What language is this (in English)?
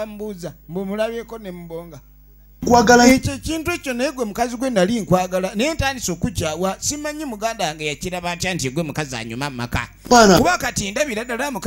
Ganda